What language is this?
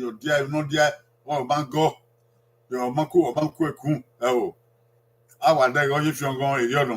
Bini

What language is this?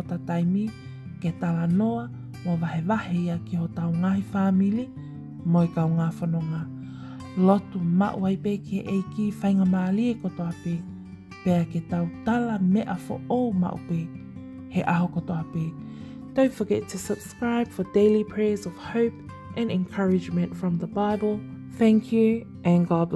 Tongan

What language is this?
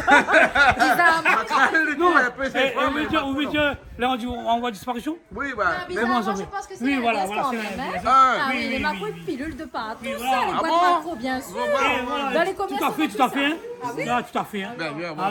Réunion Creole French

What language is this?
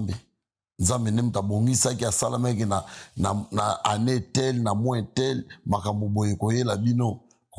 Lingala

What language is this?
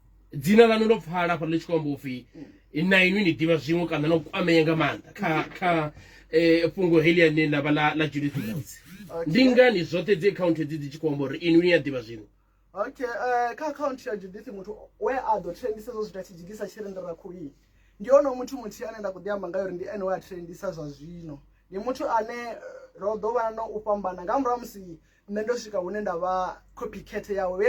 Venda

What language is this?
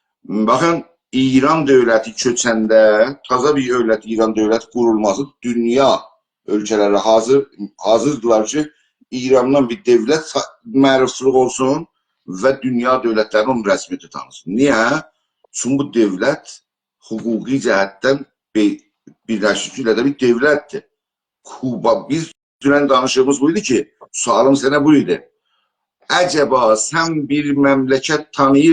South Azerbaijani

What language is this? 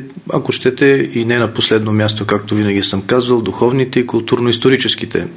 Bulgarian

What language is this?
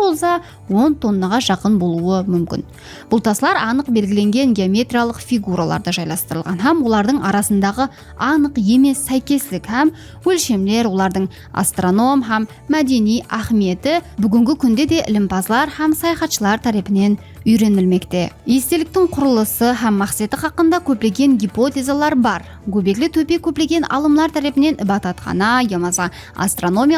Kara-Kalpak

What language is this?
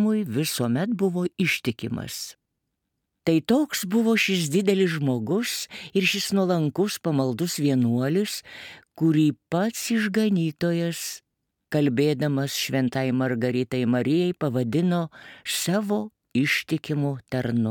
Lithuanian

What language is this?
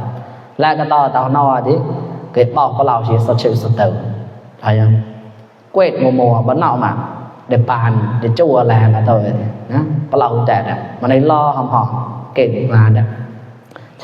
Mon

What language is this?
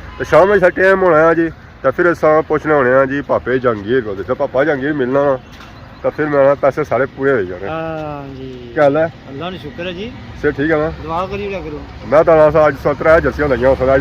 Pahari-Potwari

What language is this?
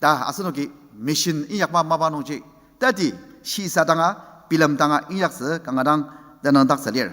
Ao Naga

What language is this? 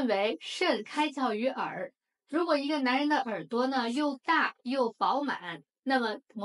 Chinese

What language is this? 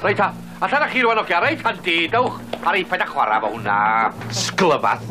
Welsh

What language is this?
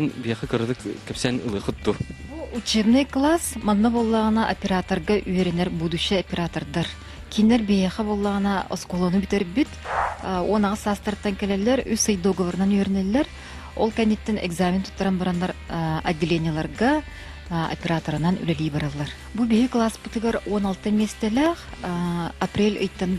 Yakut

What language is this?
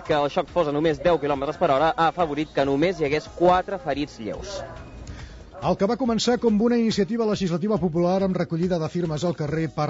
Catalan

